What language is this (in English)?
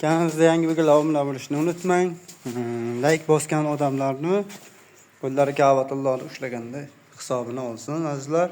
Uzbek